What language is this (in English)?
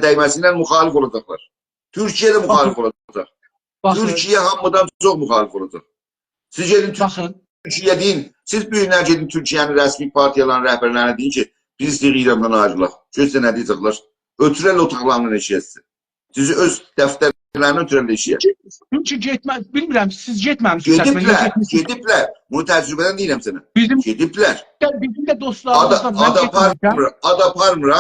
South Azerbaijani